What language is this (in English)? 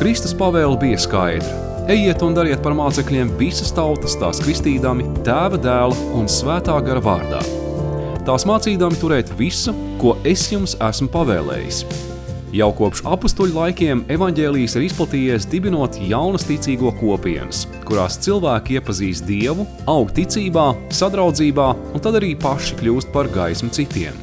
Latvian